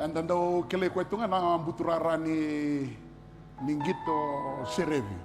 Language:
Fijian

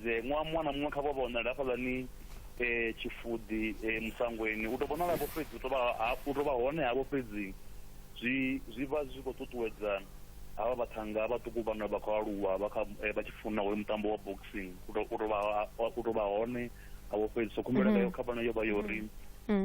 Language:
Venda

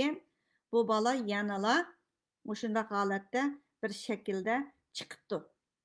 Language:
Uyghur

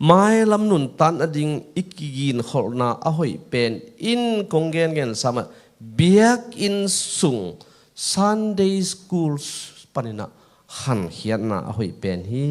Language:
Tedim Chin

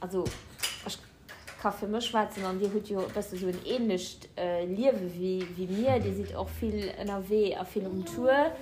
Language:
Luxembourgish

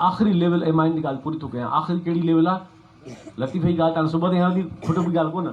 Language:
Sindhi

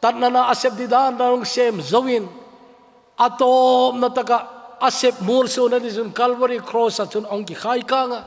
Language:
Thado Chin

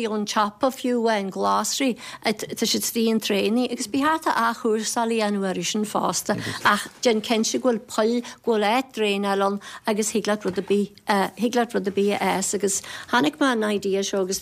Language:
Irish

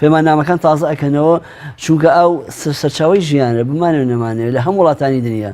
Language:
Central Kurdish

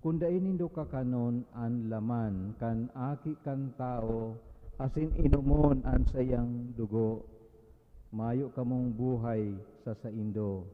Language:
Bikol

